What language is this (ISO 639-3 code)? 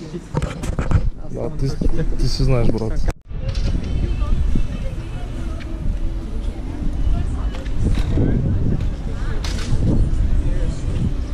bul